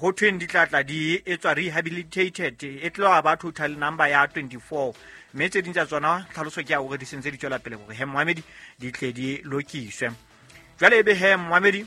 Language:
Southern Sotho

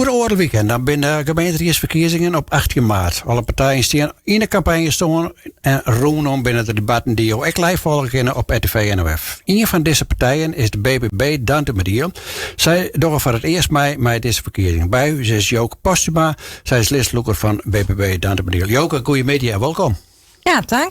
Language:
Western Frisian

